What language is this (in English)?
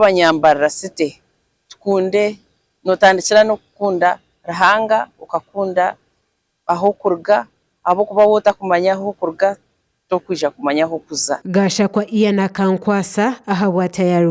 Nyankole